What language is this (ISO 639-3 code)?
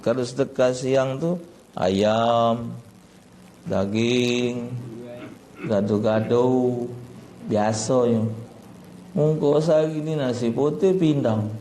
mui